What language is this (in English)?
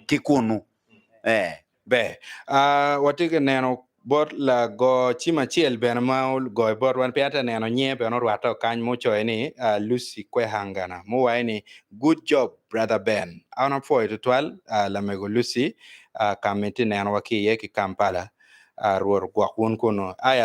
Acoli